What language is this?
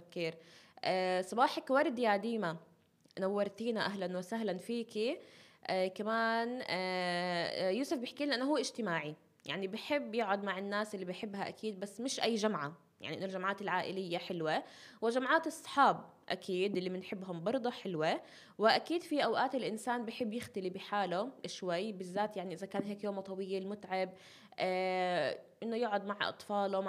North Levantine Arabic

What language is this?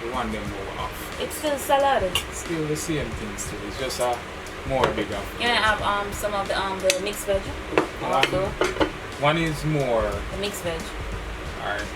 Jamaican Creole English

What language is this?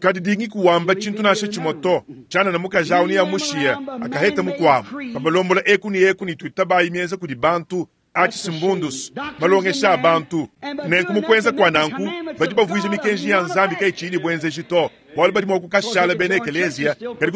Luba-Lulua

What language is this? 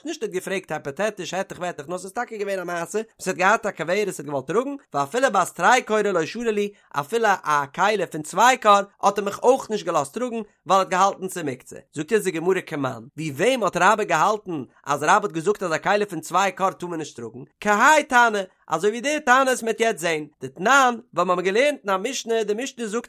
Yiddish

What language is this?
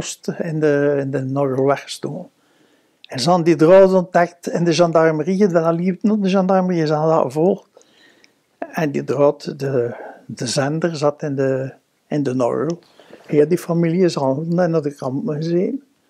Dutch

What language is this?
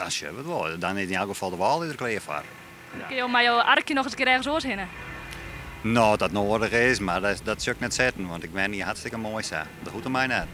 Western Frisian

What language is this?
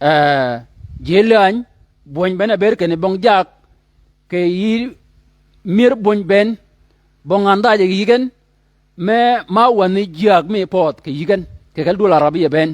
Shilluk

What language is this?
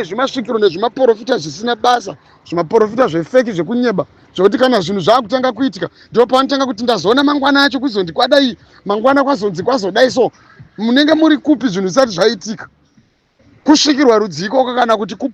Shona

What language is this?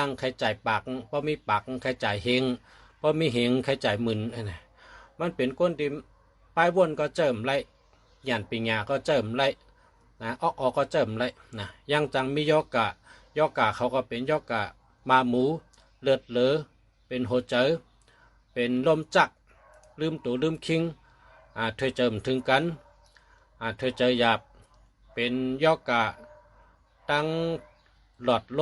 Shan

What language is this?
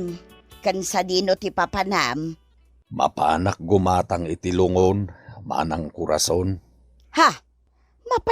Iloko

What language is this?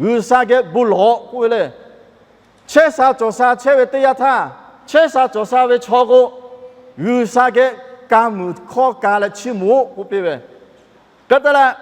Lahu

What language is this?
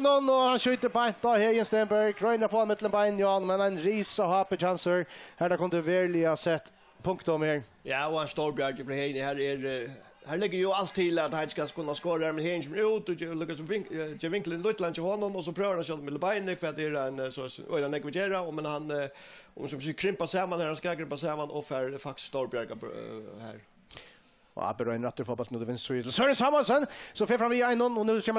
Faroese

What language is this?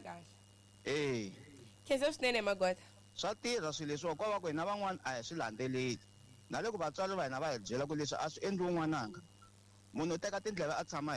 Tsonga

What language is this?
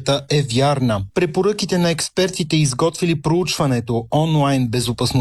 Bulgarian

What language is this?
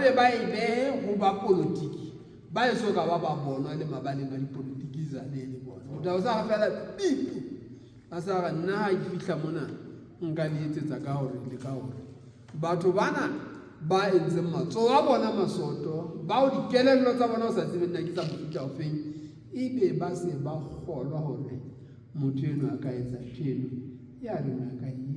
Southern Sotho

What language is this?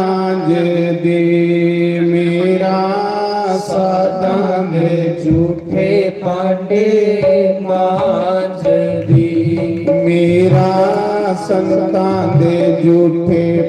Dogri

